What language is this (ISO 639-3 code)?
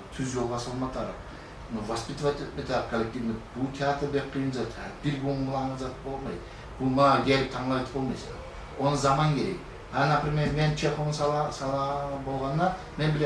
kum